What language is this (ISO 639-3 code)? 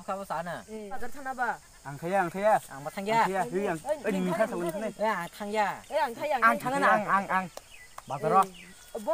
trp